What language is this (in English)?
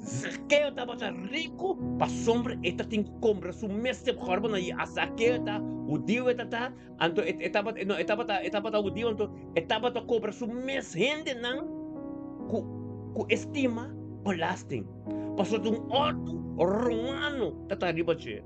Papiamento